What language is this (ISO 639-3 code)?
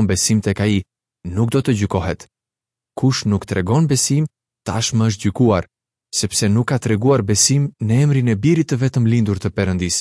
sqi